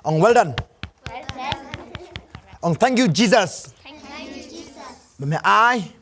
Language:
Khasi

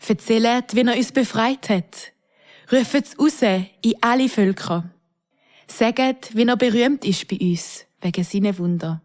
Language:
Swiss German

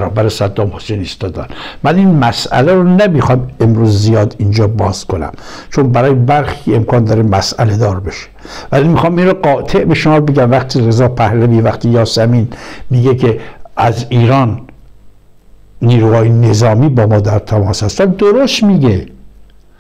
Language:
Persian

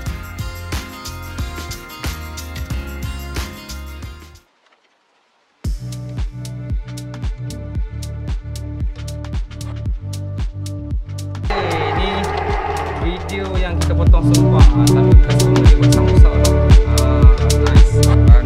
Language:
Malay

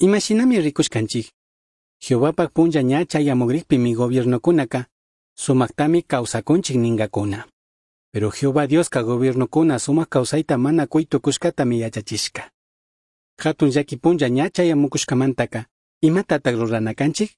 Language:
Chimborazo Highland Quichua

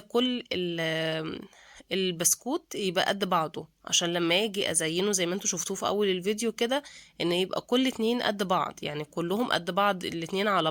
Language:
Egyptian Arabic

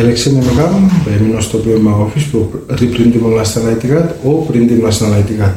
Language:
Bislama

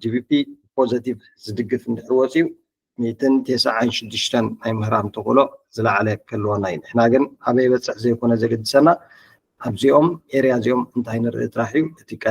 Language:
Tigrinya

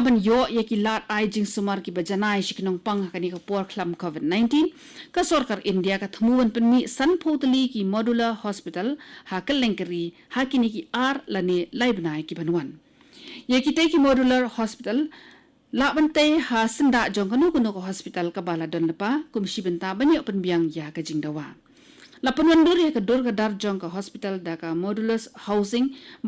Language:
Khasi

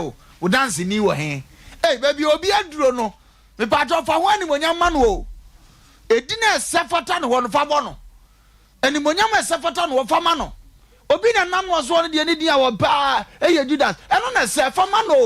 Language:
Akan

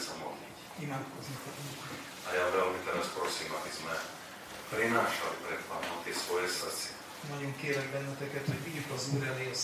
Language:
Slovak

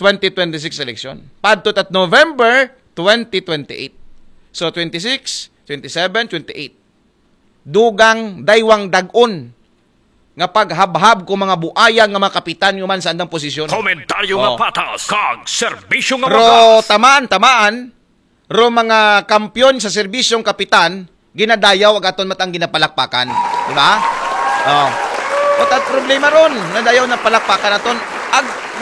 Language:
Aklanon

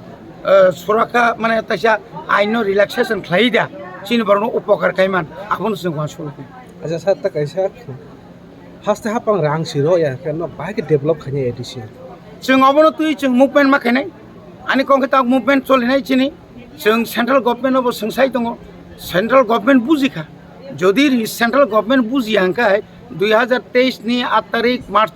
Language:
Kok Borok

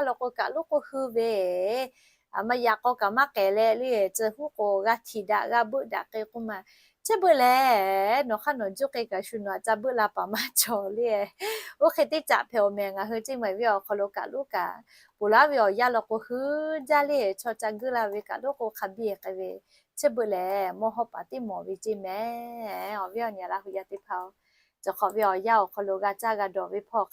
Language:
Lahu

